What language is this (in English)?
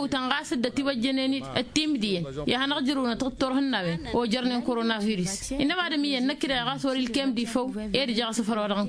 Tamasheq